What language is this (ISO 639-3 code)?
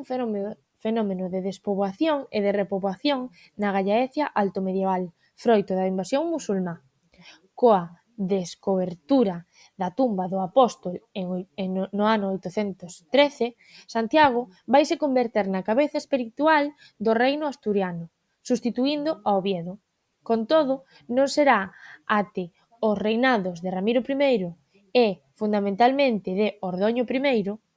glg